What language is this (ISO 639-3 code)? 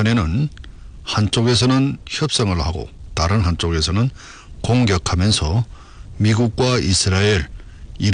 kor